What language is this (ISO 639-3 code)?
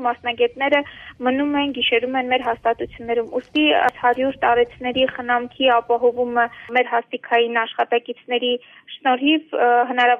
hye